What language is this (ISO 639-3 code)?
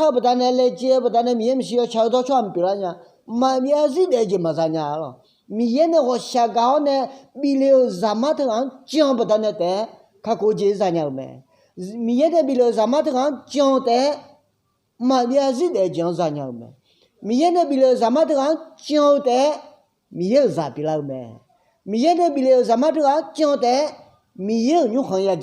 ahk